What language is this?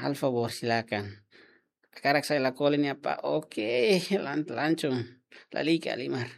Tetum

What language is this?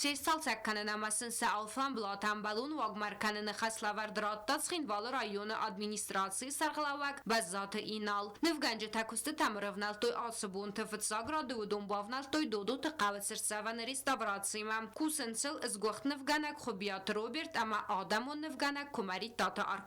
Ossetic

